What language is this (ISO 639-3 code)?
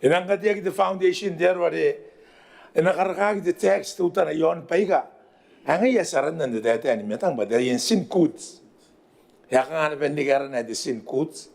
gil